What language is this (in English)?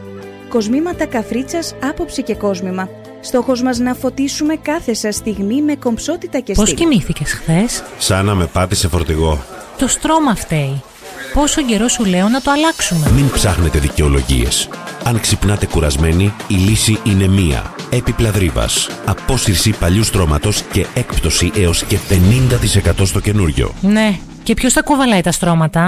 Greek